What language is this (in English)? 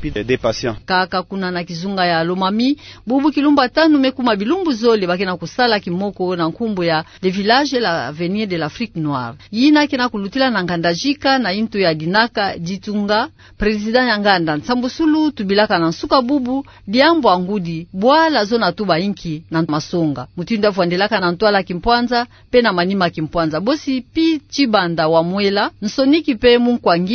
Kituba (Democratic Republic of Congo)